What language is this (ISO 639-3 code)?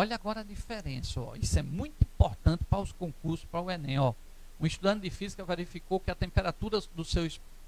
por